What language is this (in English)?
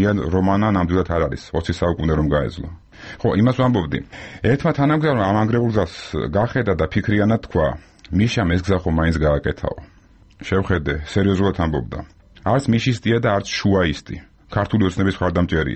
Georgian